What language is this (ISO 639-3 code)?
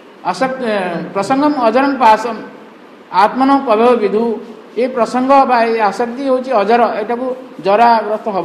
ori